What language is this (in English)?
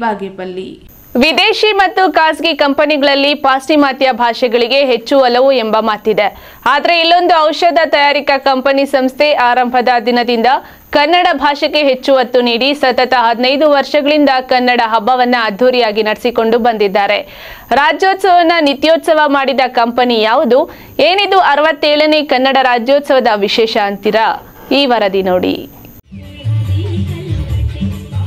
Kannada